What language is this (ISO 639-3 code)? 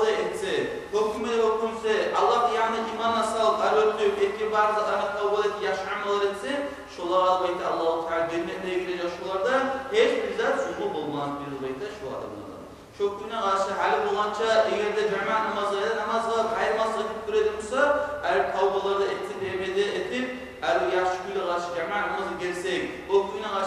kum